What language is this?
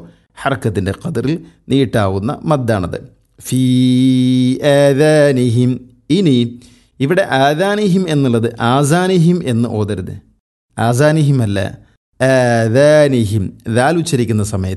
Malayalam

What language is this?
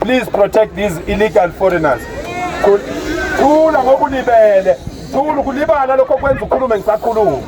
Zulu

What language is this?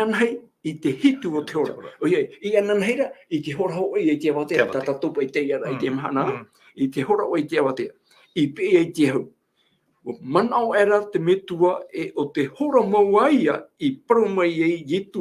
Tahitian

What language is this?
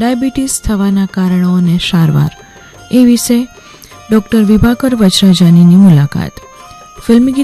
Gujarati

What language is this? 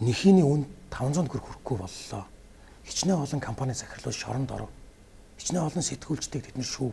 Mongolian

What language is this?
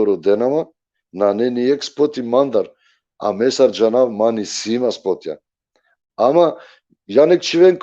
Balkan Romani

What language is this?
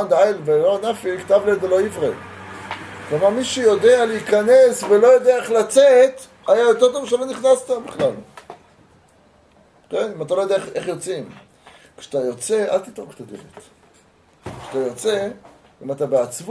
Hebrew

